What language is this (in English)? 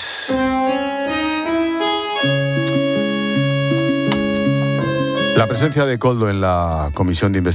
Spanish